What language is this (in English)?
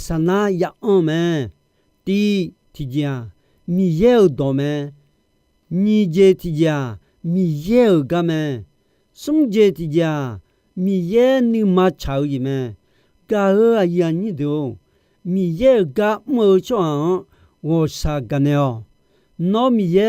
Akha